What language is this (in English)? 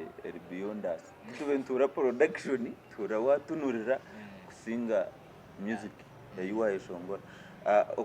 Nyankole